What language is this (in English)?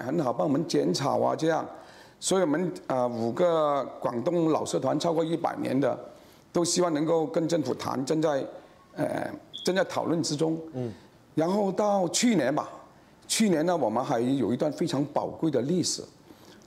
Chinese